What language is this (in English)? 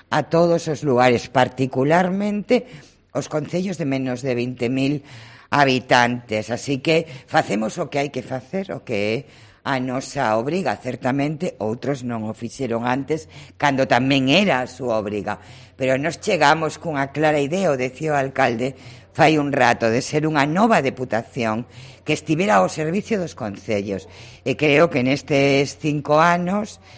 Galician